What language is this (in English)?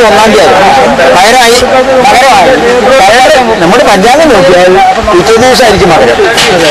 Malayalam